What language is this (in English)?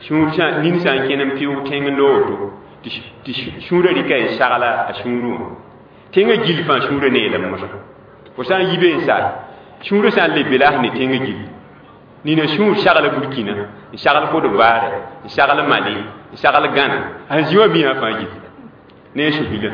Mossi